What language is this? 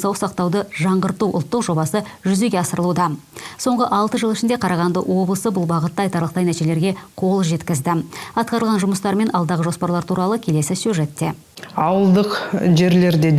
Kazakh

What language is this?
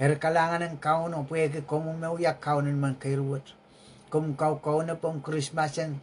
Pohnpeian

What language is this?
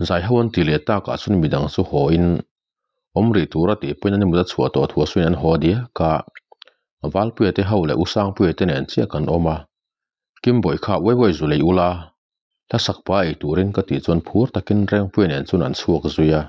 Mizo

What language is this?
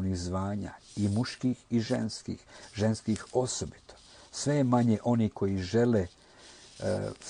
Croatian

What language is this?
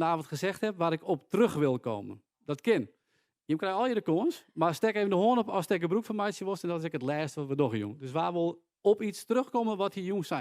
Western Frisian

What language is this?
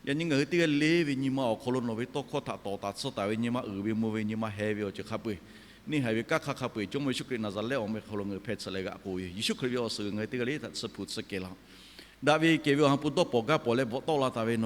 Lahu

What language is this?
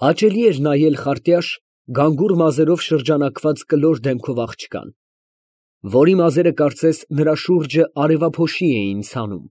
Armenian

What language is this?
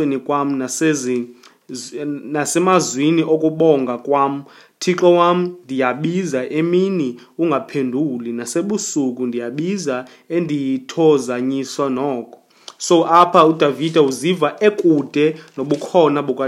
Xhosa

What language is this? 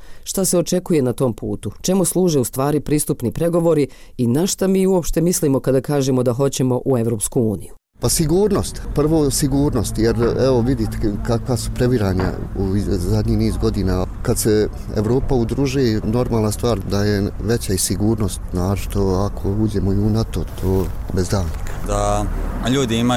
Bosnian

